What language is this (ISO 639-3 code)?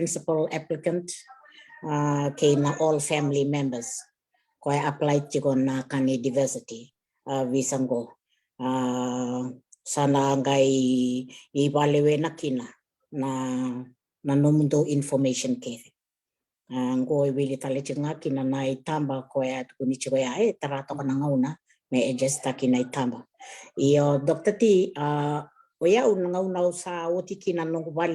fij